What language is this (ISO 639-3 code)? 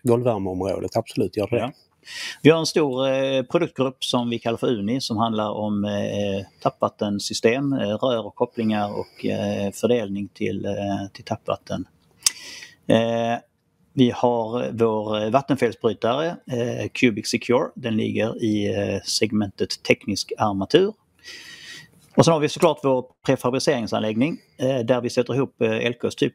swe